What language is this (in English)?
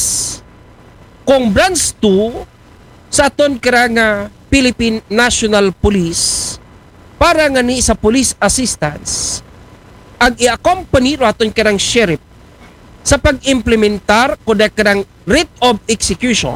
Aklanon